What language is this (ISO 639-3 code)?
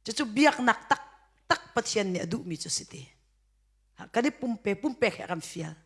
cnh